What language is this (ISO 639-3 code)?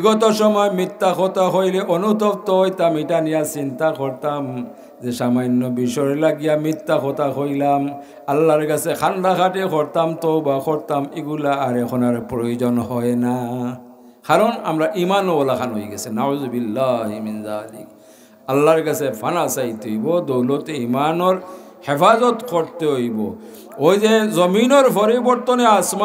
syl